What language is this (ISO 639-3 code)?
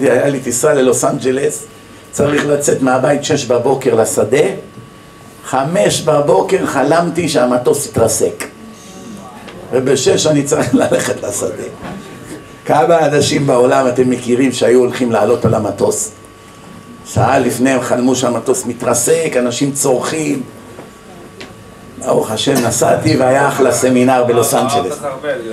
heb